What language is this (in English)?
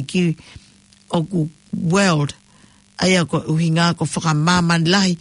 Tongan